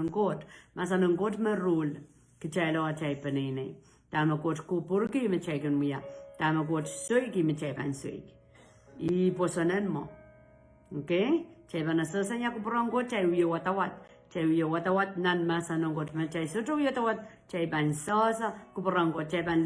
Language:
Pohnpeian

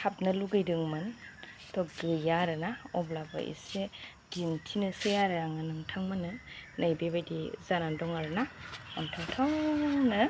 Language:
Bodo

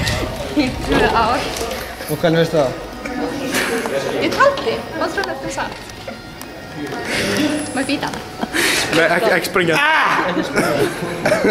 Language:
Icelandic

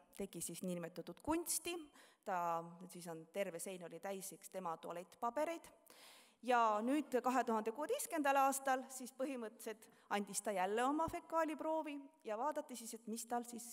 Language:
Estonian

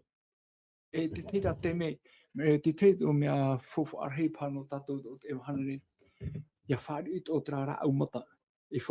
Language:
Tahitian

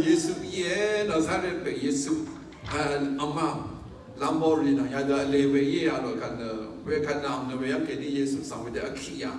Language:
Rawang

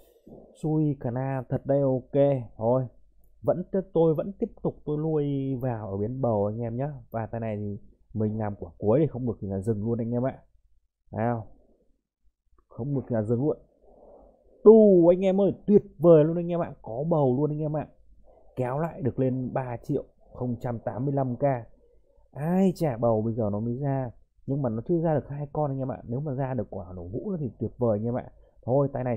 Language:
Vietnamese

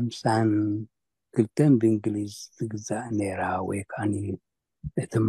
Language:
Tigrinya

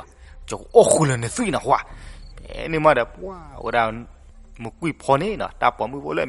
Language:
S'gaw Karen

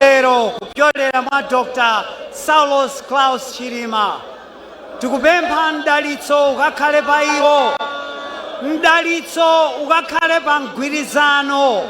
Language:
Nyanja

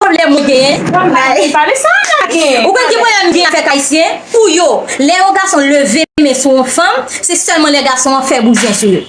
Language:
Haitian Creole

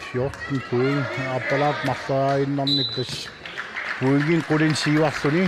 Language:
Kalaallisut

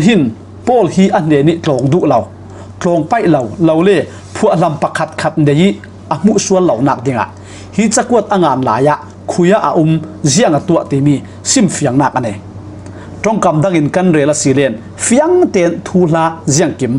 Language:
Falam Chin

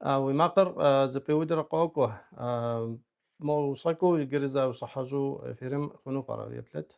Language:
Kabardian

